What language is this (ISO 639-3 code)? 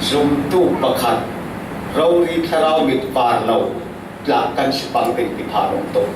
cfm